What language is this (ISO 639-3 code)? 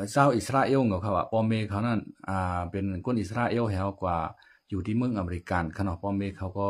shn